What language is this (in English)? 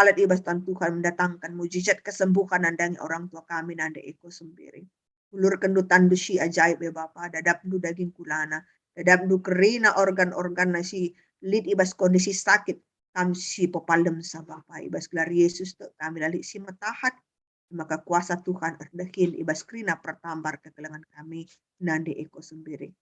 Batak Karo